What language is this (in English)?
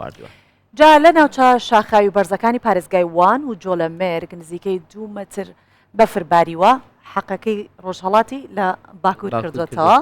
Central Kurdish